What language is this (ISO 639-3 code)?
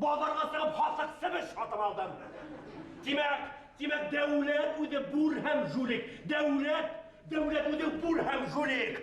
bak